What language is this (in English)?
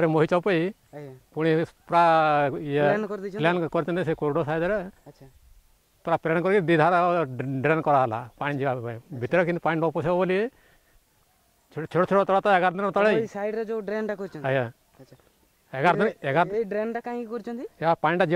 Odia